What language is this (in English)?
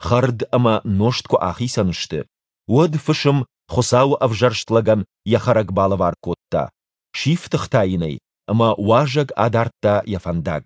Ossetic